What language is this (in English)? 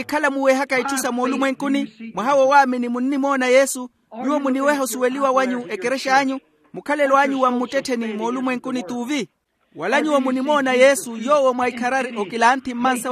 Makhuwa